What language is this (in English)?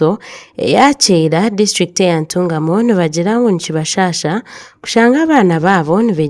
Nyankole